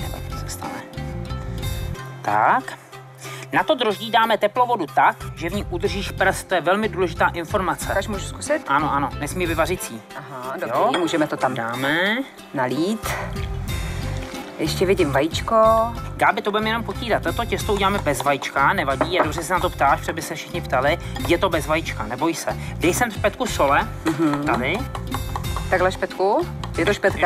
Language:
Czech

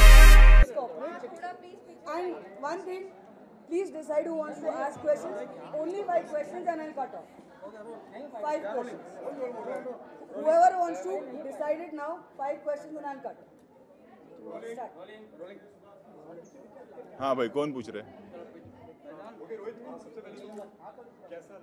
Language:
Hindi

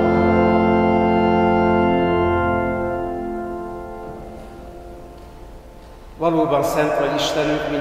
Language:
Hungarian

